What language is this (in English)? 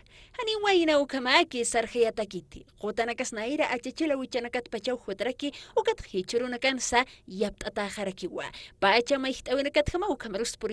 Aymara